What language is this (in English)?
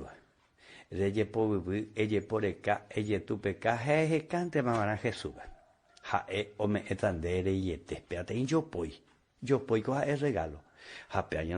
Guarani